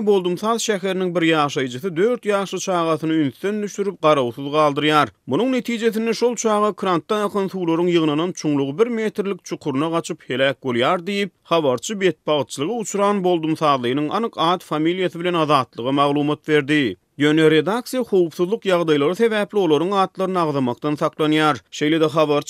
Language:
Turkmen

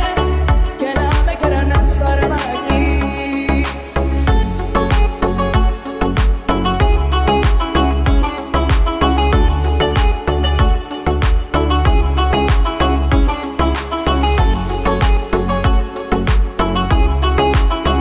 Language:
Greek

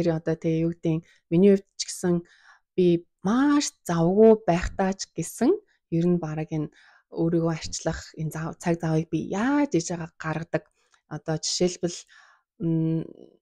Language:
Mongolian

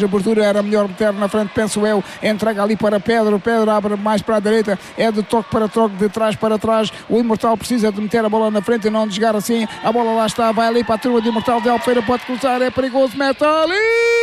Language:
Portuguese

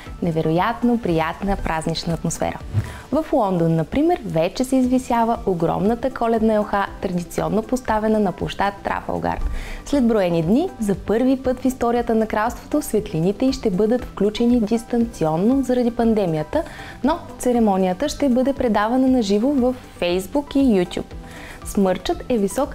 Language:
Bulgarian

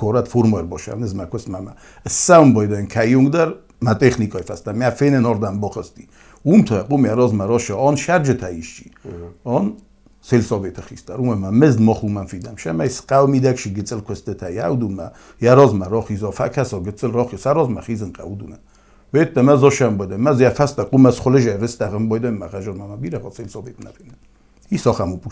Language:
Ossetic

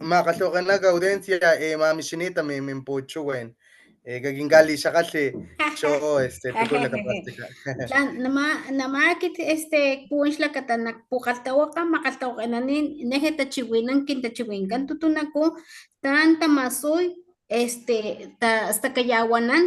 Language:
Papantla Totonac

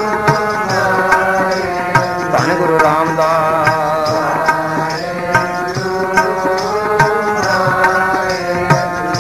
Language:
Punjabi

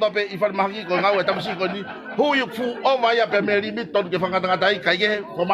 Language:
Tongan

